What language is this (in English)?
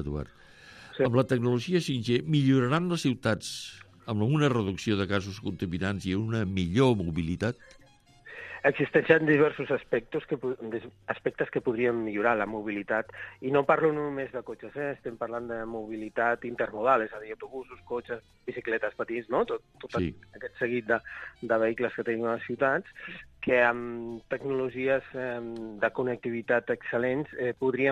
Catalan